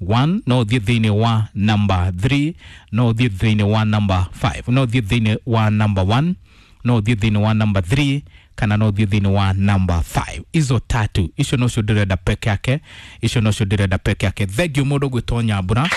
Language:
Kikuyu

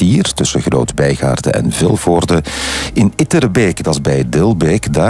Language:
Dutch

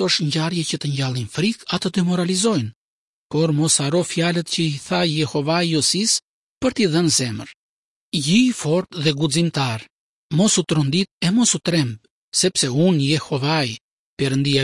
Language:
Albanian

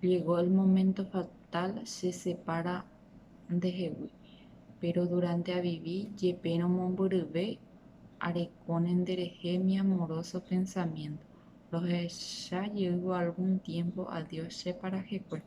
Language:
Guarani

